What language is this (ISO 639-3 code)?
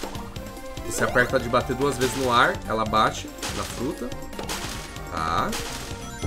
por